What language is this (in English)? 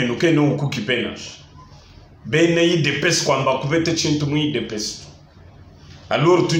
Luba-Lulua